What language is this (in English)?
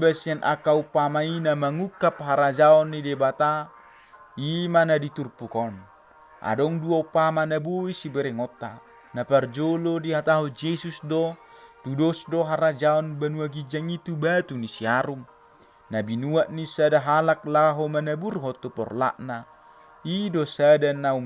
Batak Toba